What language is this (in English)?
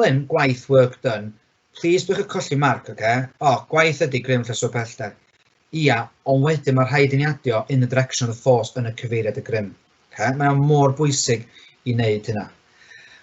Welsh